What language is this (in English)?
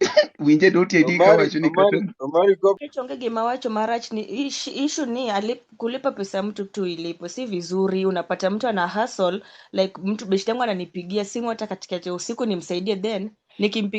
Luo (Kenya and Tanzania)